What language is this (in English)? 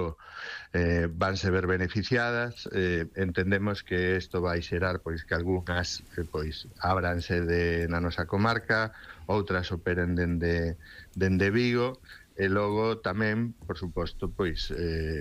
Galician